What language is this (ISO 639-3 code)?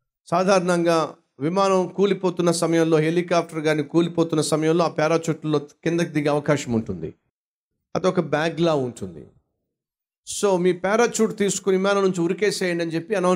tel